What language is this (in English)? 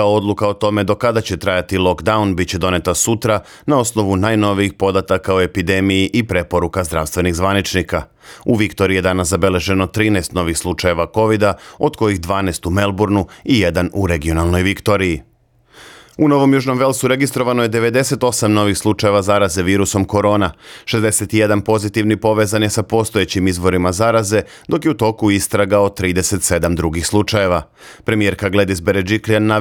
Serbian